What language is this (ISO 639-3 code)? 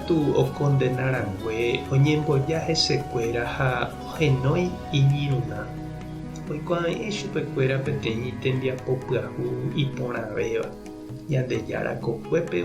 grn